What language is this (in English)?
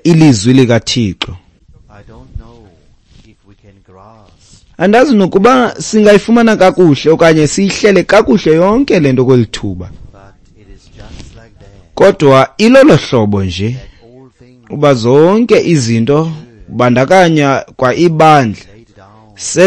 Xhosa